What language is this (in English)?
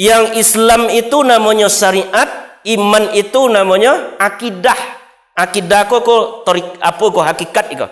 Minangkabau